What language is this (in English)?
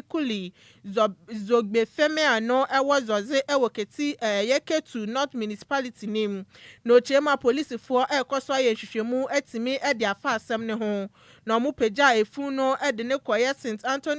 Akan